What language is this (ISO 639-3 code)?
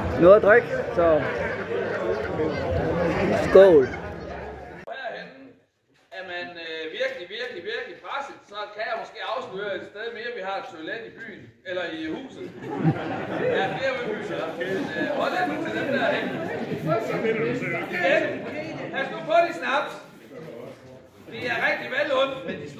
dan